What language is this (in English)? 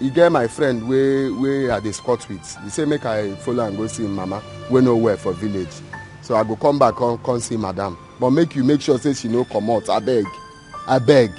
Nigerian Pidgin